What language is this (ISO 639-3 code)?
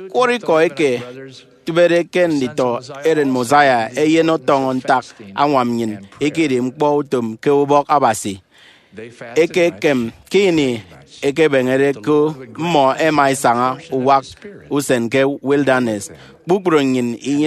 efi